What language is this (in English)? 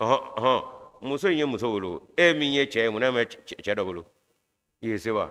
Bambara